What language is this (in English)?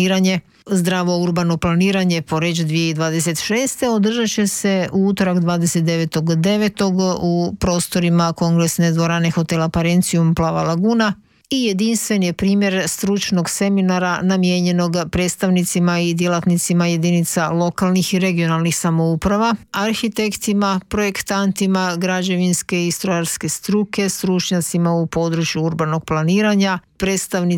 Croatian